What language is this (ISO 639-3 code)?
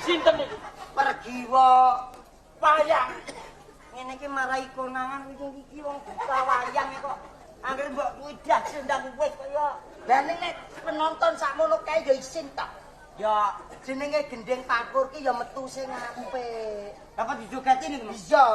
jav